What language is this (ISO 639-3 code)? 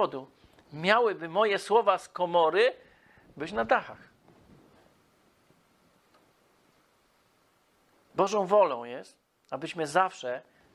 pol